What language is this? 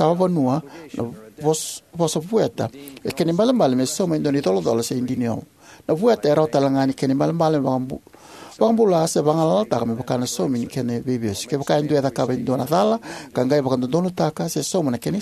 Fijian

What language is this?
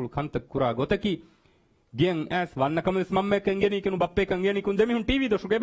Divehi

